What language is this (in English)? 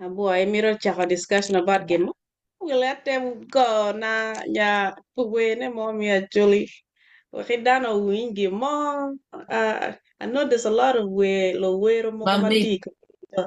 Acoli